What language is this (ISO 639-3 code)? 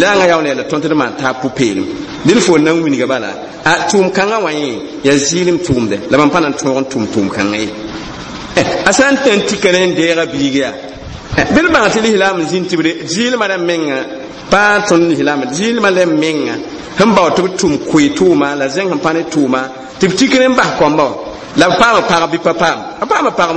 mos